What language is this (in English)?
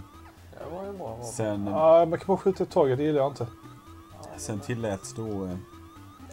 Swedish